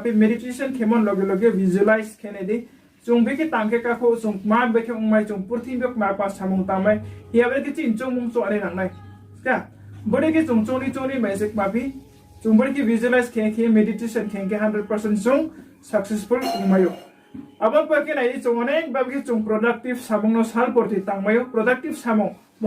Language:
Riang (India)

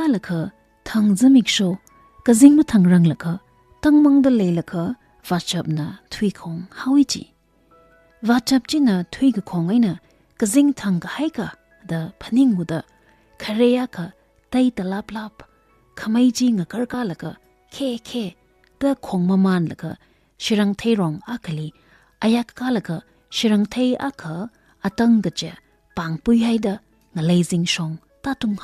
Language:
Tangkhul Naga (India)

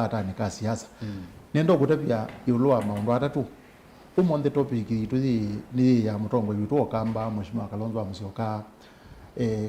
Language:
Kamba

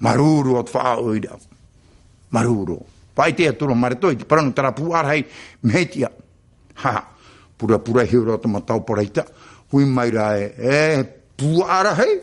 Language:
Tahitian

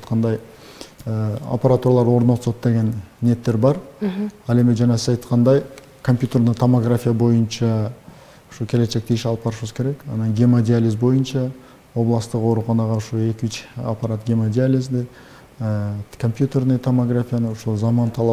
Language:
Kyrgyz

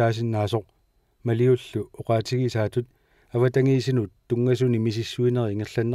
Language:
Kalaallisut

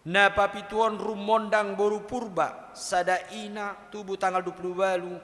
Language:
Batak Toba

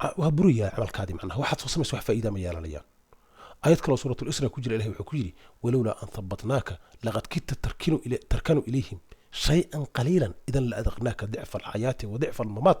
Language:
Somali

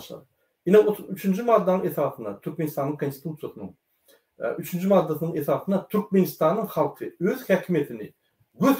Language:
Turkmen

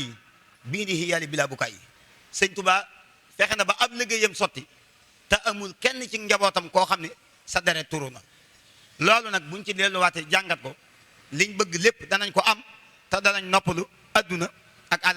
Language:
Wolof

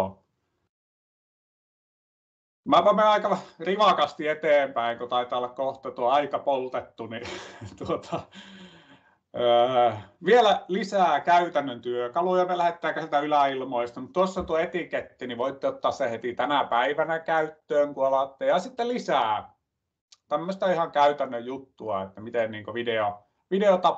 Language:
Finnish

